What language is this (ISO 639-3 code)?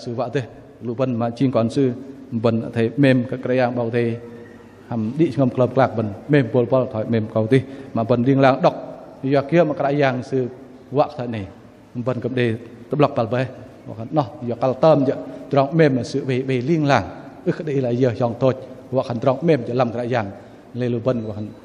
bdq